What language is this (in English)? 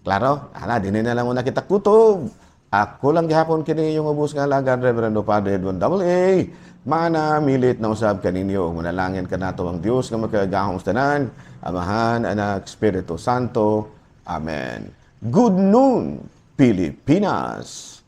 Cebuano